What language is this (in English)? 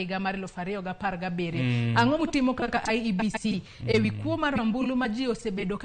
Luo (Kenya and Tanzania)